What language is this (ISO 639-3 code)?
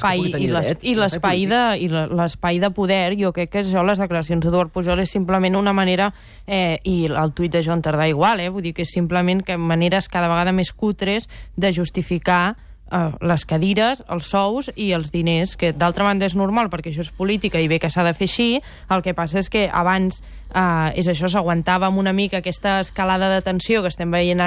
cat